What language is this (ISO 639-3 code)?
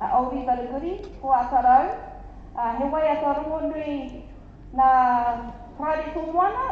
mri